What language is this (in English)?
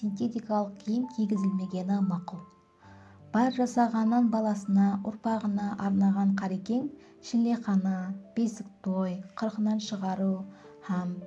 Kara-Kalpak